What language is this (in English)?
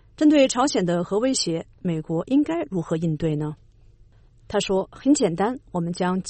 Chinese